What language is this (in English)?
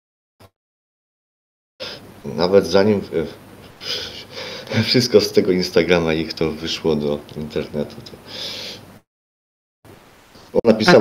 Polish